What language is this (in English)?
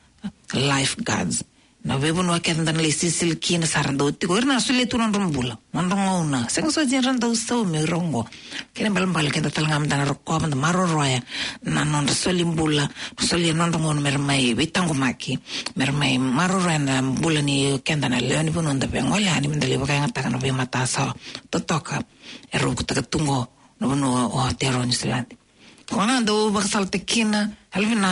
Fijian